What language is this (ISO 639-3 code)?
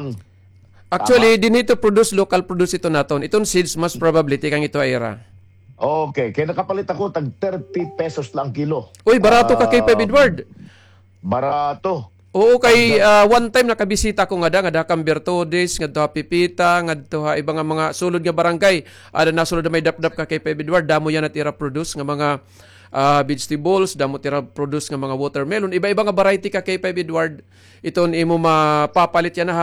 war